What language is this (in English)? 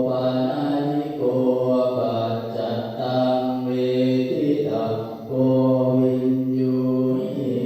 Pali